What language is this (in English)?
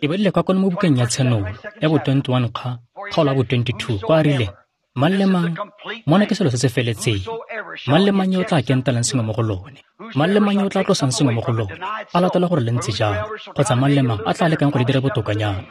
Tswana